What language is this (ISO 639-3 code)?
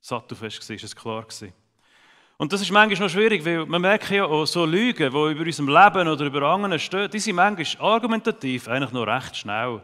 gsw